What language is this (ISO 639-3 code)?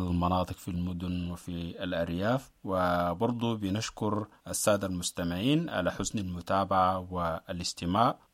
apd